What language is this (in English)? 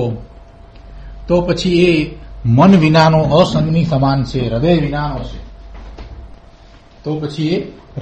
Gujarati